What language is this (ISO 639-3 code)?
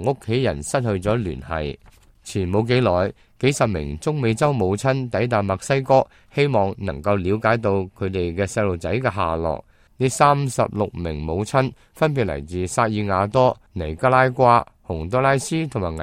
yue